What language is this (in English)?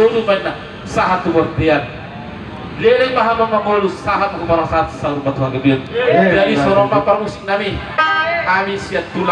Batak Toba